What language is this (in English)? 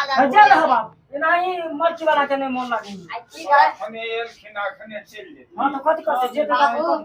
Maithili